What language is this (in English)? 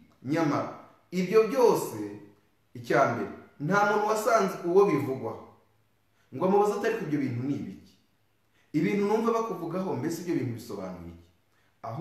Kinyarwanda